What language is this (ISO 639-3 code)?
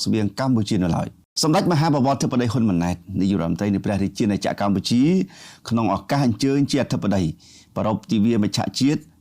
khm